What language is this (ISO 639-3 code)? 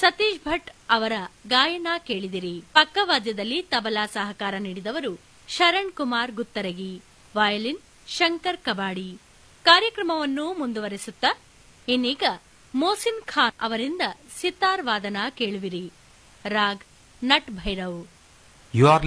kan